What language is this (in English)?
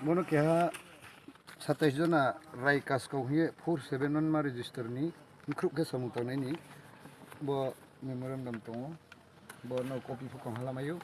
Riang (India)